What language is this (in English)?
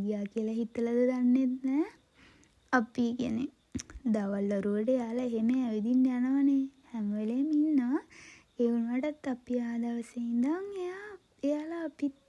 Sinhala